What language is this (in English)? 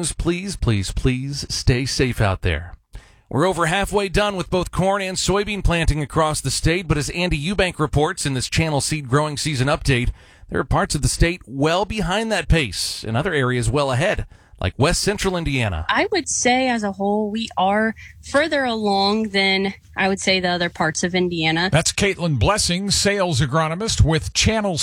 English